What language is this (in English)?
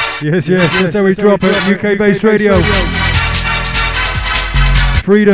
English